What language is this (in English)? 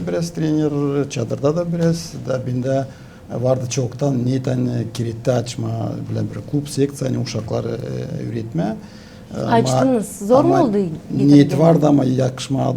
Gagauz